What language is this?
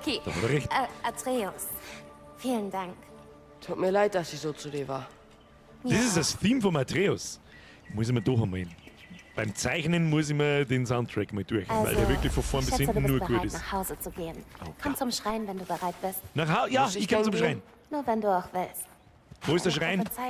Bavarian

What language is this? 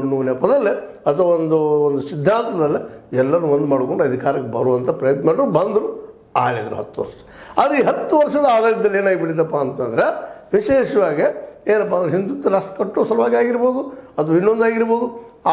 Kannada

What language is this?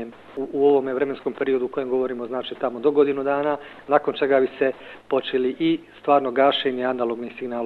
Bosnian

